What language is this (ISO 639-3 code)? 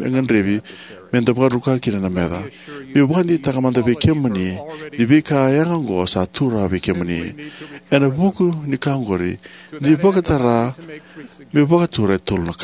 fij